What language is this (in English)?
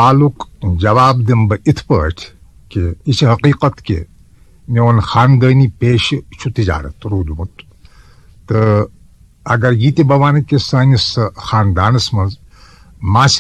Kashmiri